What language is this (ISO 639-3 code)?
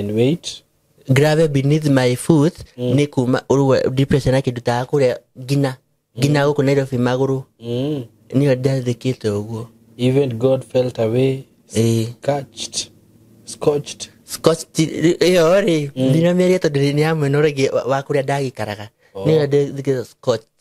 kik